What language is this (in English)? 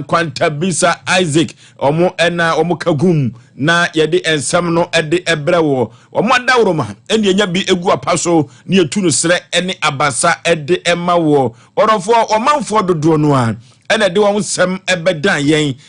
Akan